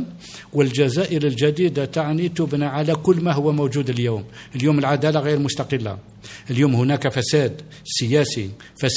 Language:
Arabic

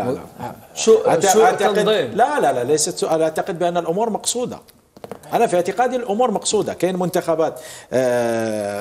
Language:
Algerian Arabic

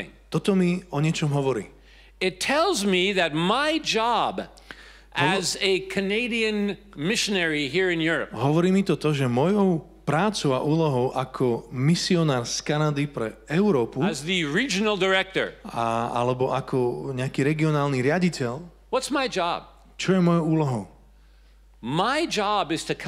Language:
Slovak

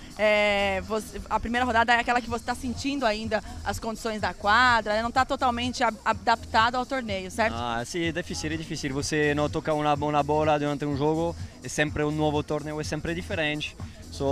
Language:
Portuguese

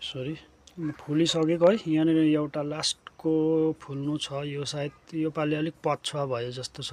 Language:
Nepali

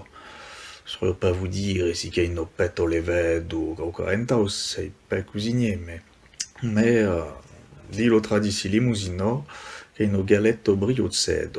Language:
Occitan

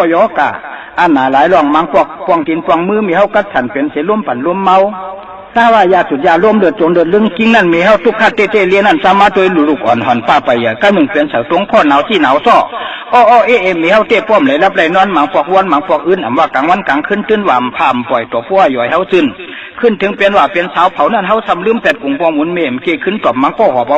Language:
Shan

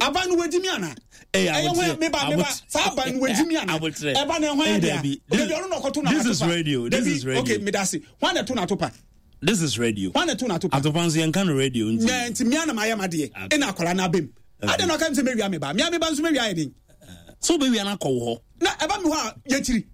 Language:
Akan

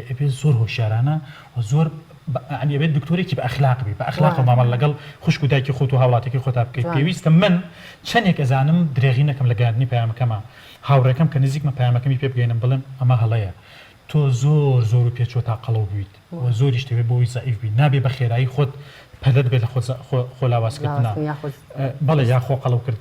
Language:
Central Kurdish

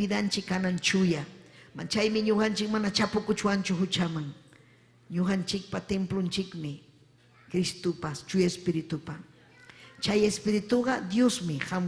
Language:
Ayacucho Quechua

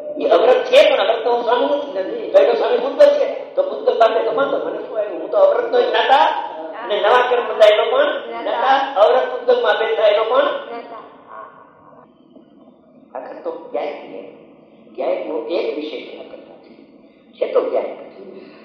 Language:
Gujarati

